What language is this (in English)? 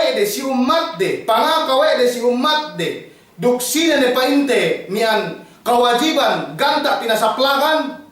Yakan